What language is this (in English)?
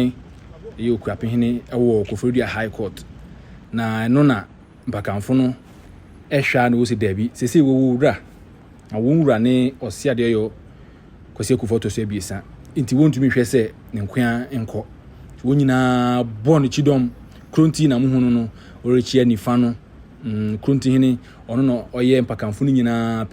Akan